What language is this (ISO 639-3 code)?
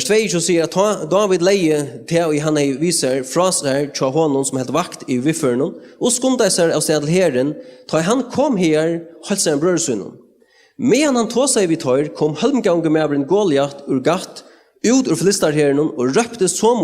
fao